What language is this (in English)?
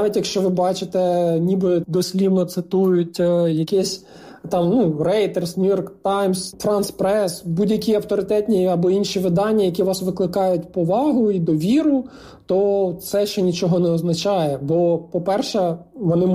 Ukrainian